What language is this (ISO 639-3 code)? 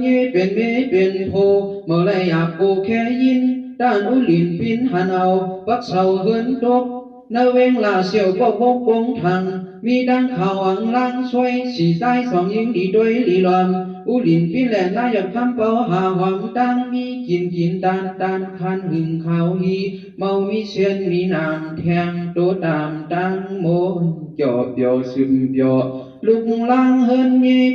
shn